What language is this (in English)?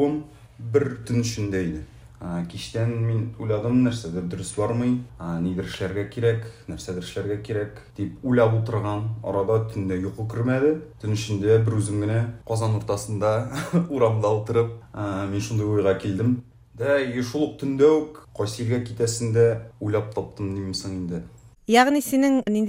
Tatar